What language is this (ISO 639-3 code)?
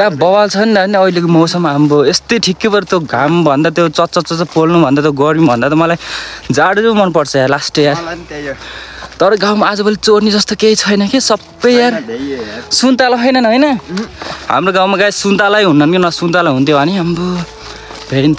nep